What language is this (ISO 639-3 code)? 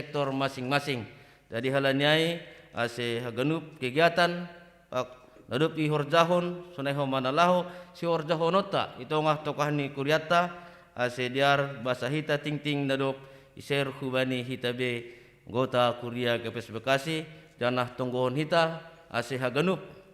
bts